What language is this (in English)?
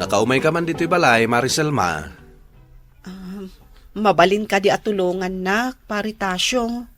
Iloko